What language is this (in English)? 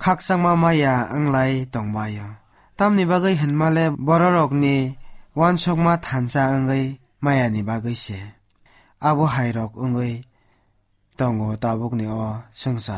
Kok Borok